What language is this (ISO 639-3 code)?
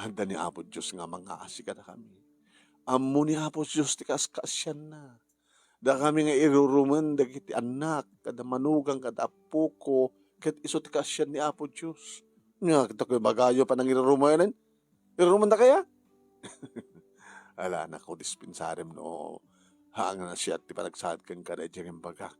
ilo